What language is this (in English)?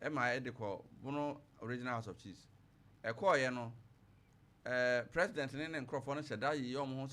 Akan